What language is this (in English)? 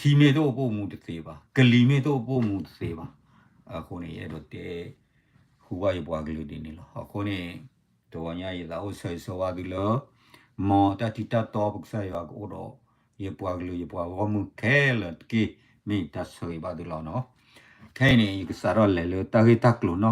S'gaw Karen